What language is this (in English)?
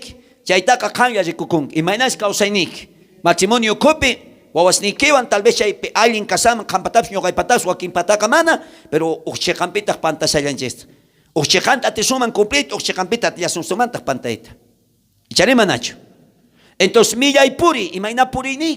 South Bolivian Quechua